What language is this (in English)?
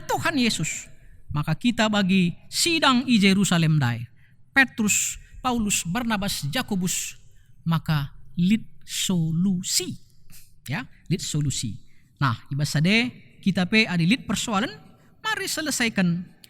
Batak Karo